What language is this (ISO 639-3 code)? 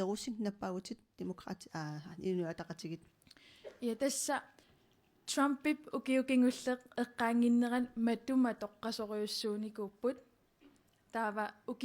kal